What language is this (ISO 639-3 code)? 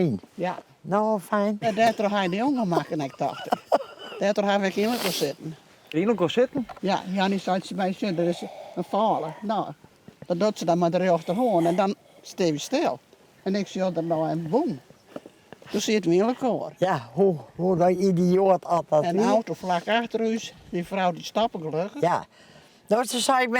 fry